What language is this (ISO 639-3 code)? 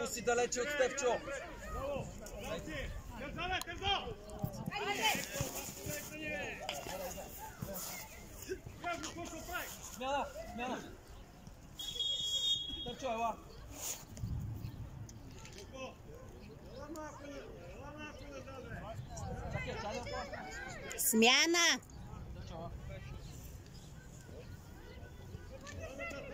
bul